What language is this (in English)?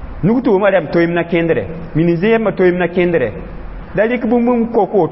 Mossi